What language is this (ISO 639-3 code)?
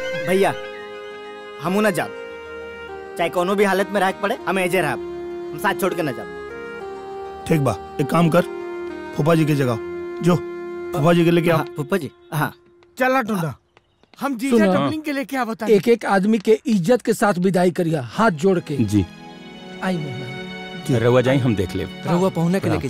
bho